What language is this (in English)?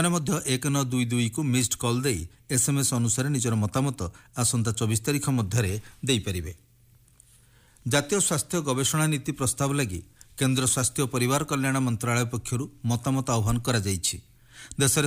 Odia